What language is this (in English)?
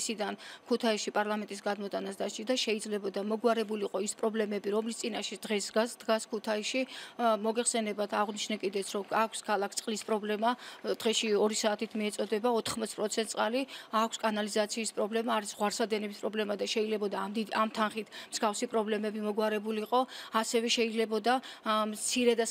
Georgian